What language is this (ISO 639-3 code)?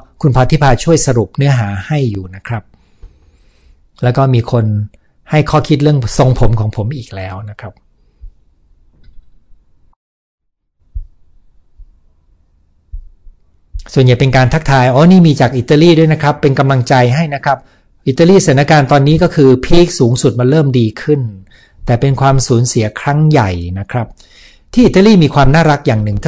tha